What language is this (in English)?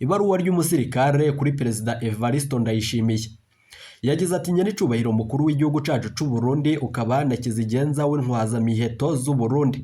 Rundi